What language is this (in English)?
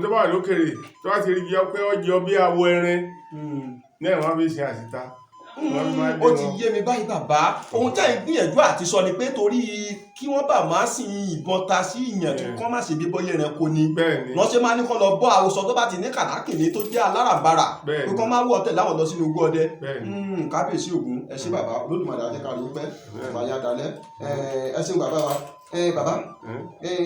Yoruba